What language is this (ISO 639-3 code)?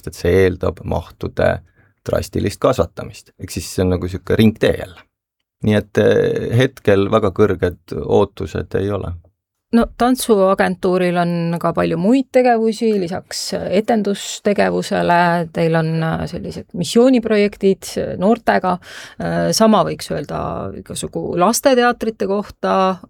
est